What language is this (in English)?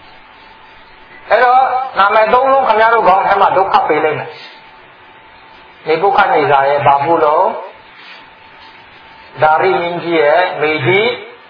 Burmese